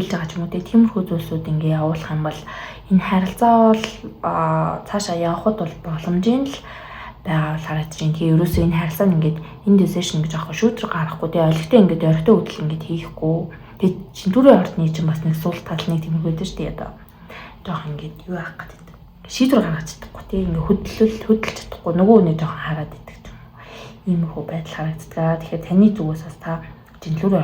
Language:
Mongolian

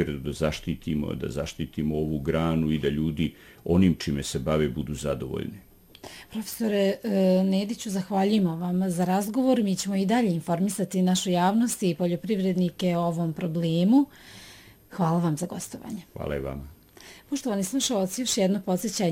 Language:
Bosnian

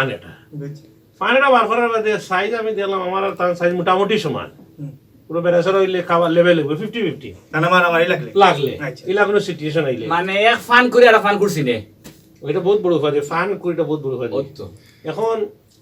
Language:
Sylheti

